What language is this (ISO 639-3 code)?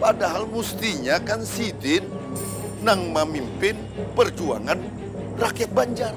bjn